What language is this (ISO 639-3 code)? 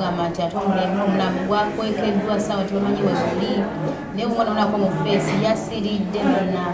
lug